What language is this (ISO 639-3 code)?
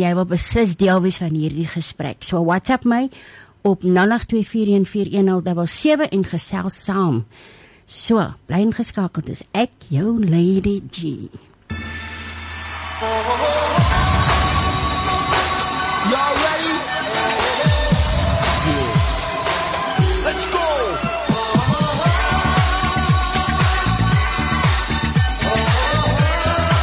afr